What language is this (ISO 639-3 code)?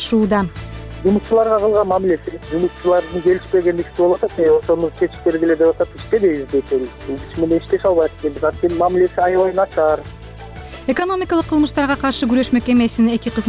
kir